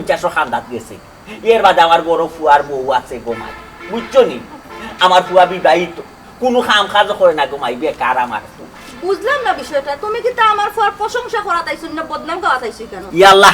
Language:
Sylheti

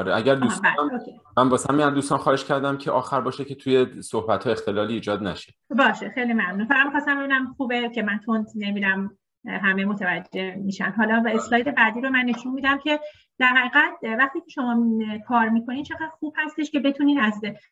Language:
Persian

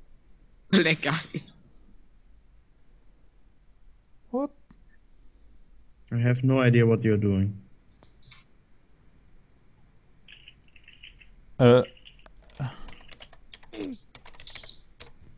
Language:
German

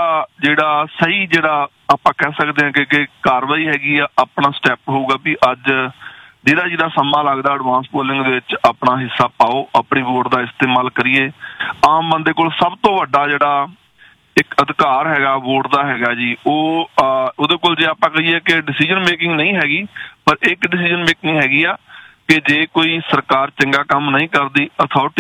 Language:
Punjabi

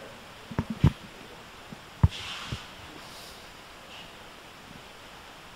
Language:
Italian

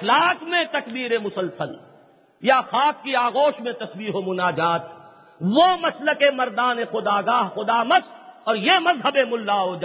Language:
Urdu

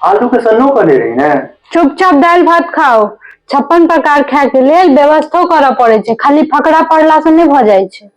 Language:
Maithili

